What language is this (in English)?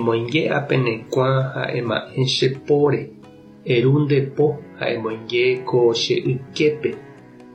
Guarani